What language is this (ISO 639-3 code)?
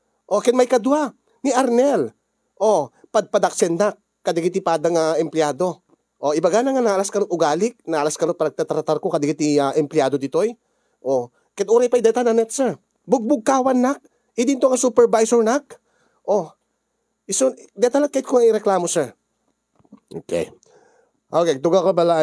ilo